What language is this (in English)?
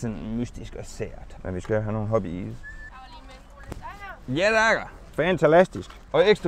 Danish